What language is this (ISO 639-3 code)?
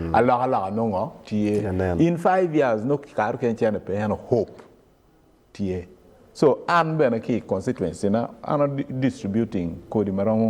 ach